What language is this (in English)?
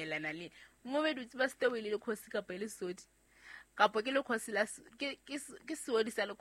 Southern Sotho